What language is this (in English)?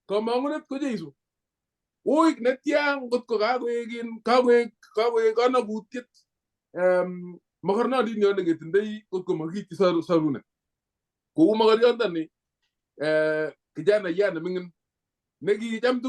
Kalenjin